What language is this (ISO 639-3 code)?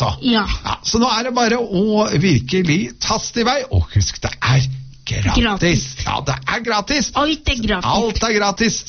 nor